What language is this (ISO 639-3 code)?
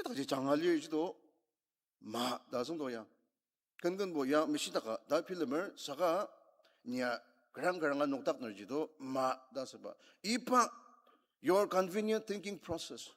njo